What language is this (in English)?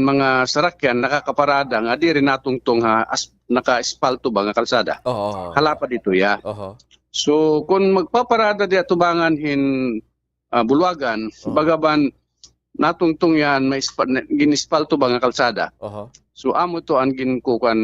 Waray